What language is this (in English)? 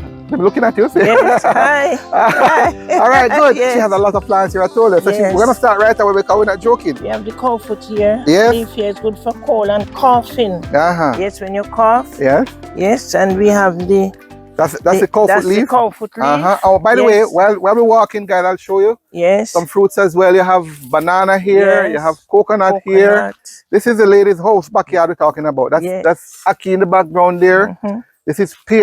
Jamaican Creole English